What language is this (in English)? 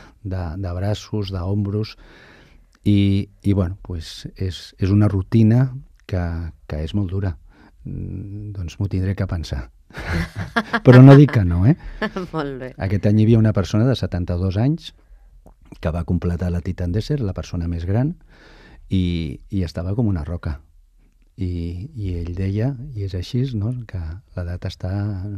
Catalan